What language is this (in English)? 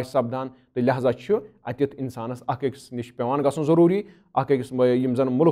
Kashmiri